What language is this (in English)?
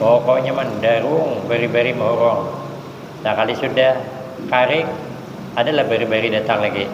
Banjar